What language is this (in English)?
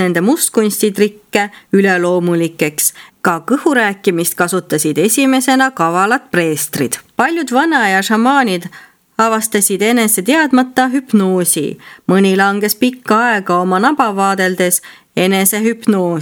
Estonian